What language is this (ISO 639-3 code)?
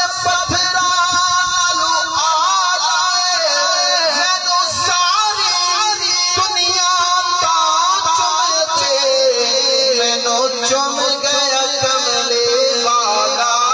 skr